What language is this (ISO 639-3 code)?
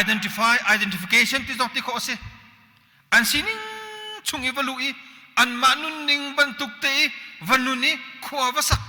cnh